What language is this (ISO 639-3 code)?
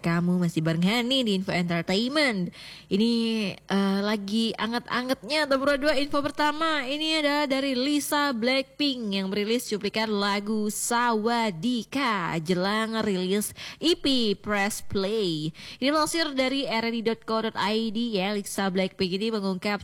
ind